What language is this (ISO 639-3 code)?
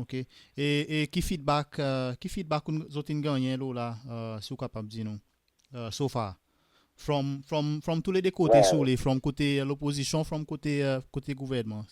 crs